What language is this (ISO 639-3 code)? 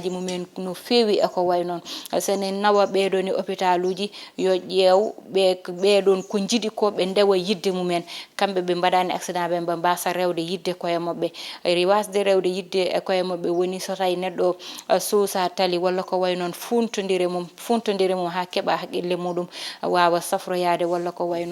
ful